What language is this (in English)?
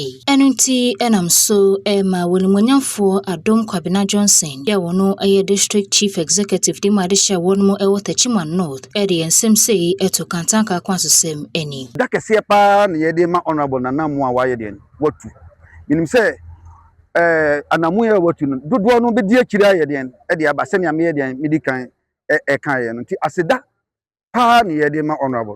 Akan